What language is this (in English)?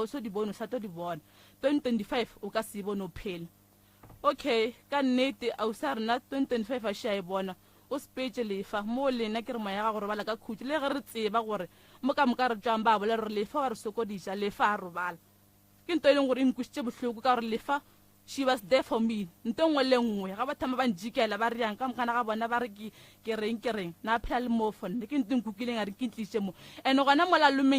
Northern Sotho